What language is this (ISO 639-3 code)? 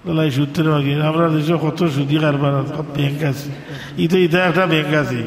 syl